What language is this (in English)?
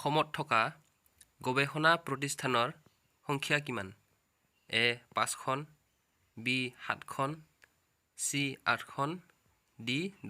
Assamese